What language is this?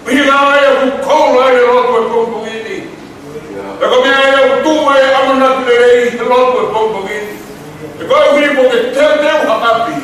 Tongan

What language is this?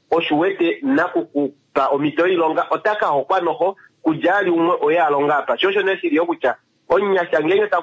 Kuanyama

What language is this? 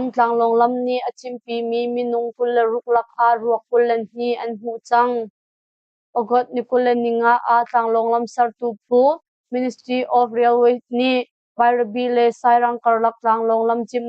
Hakha Chin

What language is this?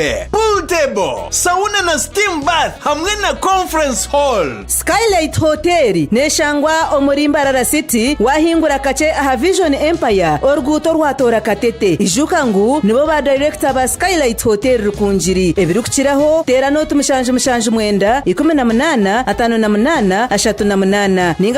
Nyankole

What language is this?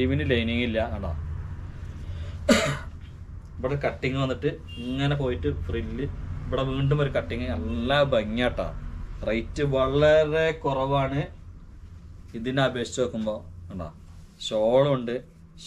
Malayalam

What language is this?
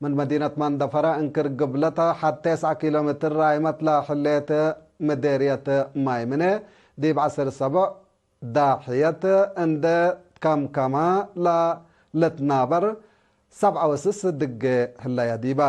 Tigre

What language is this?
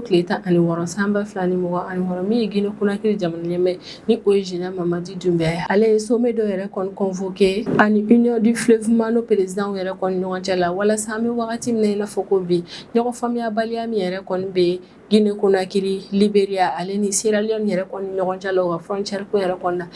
Bambara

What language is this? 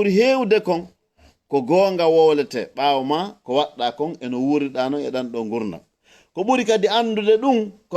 Fula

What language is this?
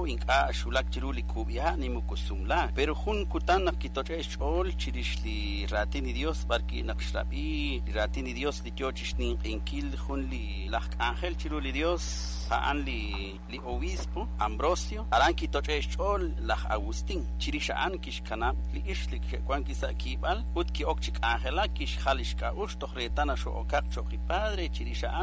Kekchí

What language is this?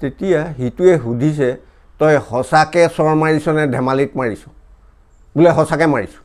Assamese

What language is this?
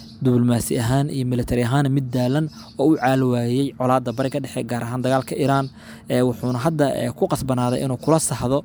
Somali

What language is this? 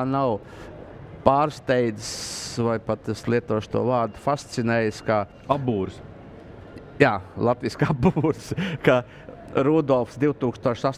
Latvian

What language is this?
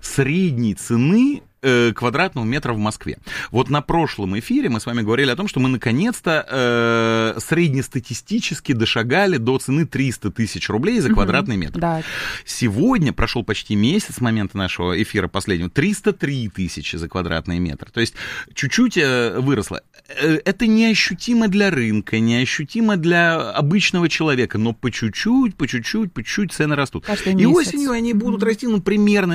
Russian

